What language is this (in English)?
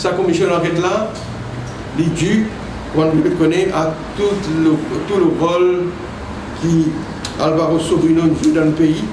Morisyen